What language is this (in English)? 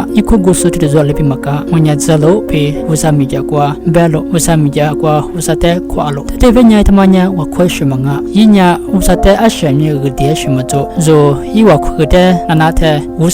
Lisu